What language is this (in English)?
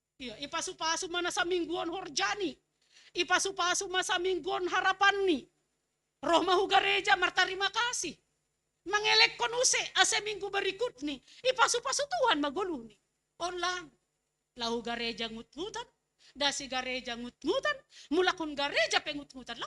Batak Simalungun